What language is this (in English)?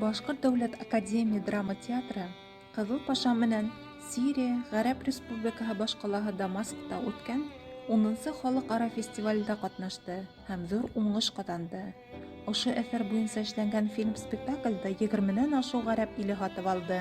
Bashkir